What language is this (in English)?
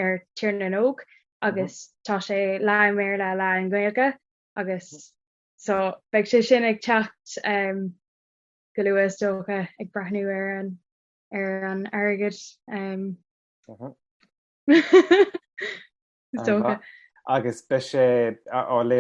Irish